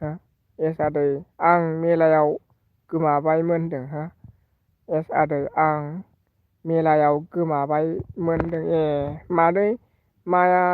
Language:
Bodo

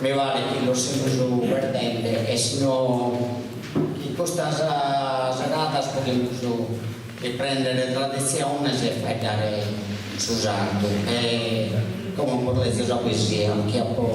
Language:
Sardinian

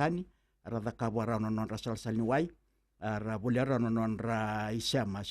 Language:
Fijian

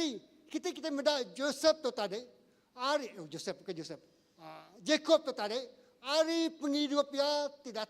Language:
Iban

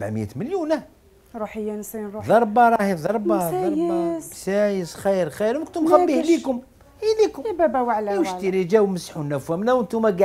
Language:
Algerian Arabic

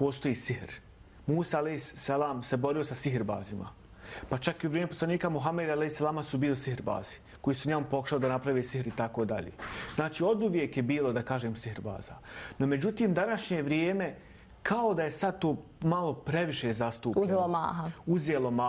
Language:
Bosnian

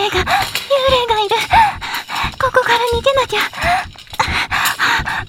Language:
Japanese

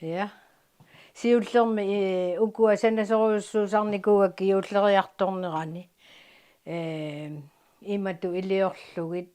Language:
Kalaallisut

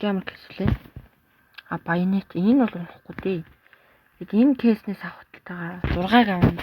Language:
Mongolian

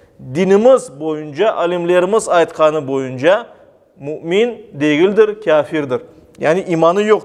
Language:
Crimean Tatar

